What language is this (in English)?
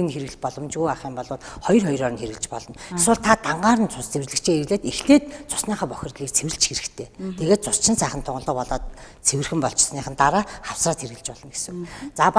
Mongolian